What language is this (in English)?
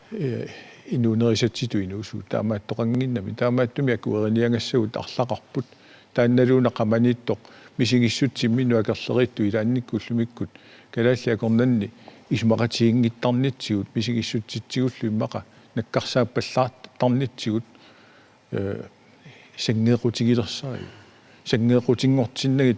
Kalaallisut